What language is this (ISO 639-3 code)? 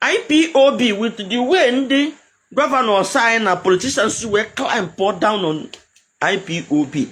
ibo